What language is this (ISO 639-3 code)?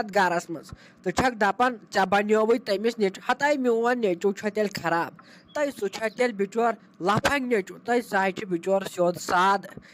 kas